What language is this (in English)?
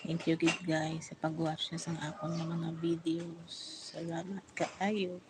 Hiligaynon